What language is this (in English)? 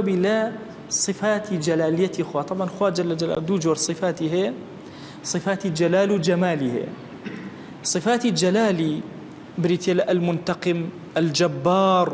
Central Kurdish